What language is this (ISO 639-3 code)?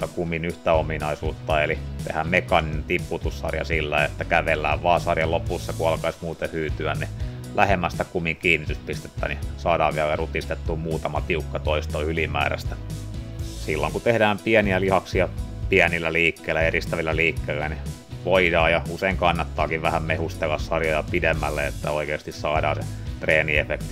fin